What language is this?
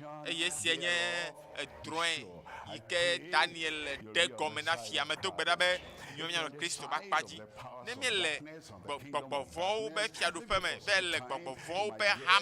Ewe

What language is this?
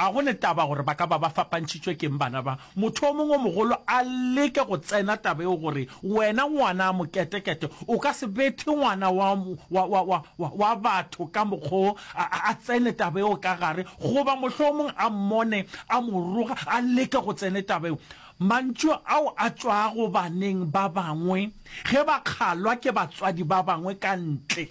Northern Sotho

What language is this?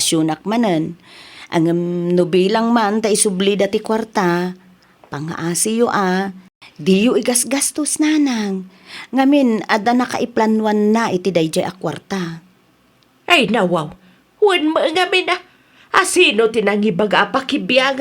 Iloko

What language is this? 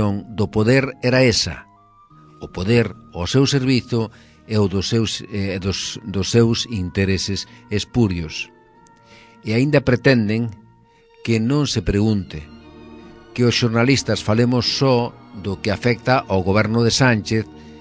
Galician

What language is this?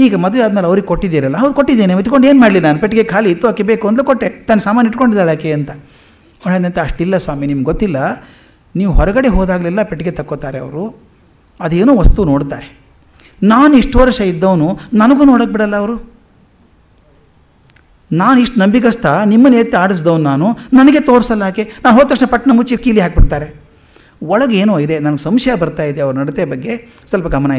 Kannada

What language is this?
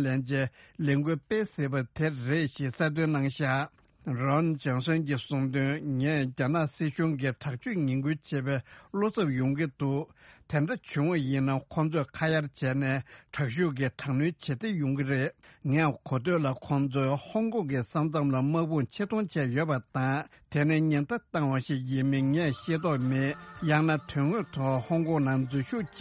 Tibetan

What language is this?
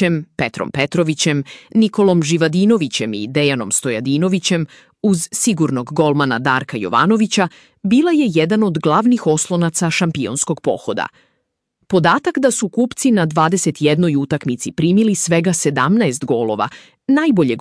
Serbian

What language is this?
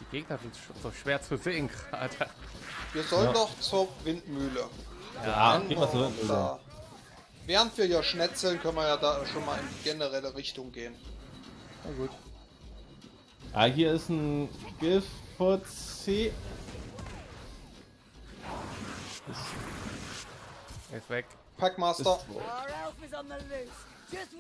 German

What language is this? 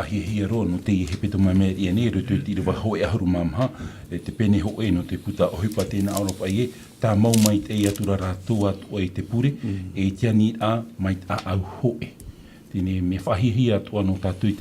Tahitian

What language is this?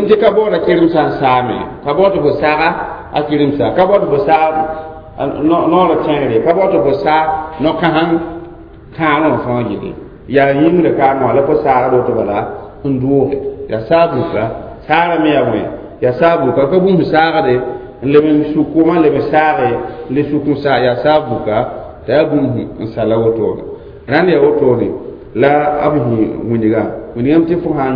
Mossi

